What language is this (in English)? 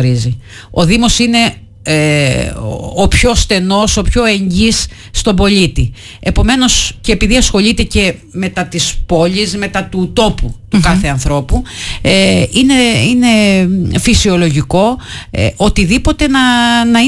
Greek